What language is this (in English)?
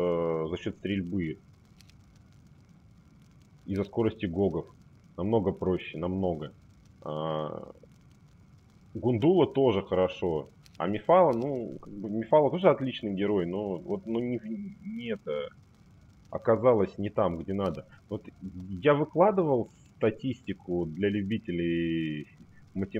Russian